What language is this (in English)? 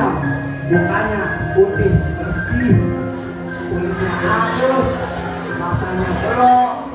Betawi